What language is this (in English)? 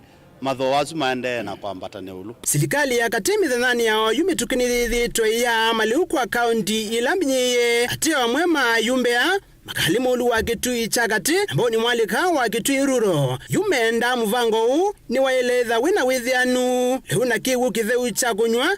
Kamba